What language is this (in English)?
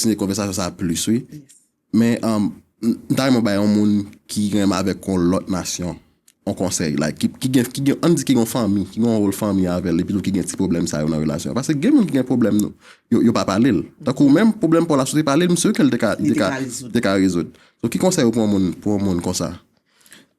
Haitian Creole